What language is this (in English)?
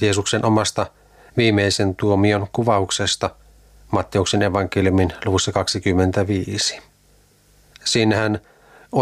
Finnish